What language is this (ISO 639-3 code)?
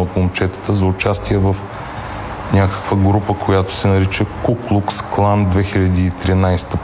bul